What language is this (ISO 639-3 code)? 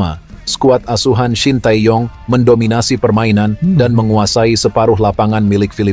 ind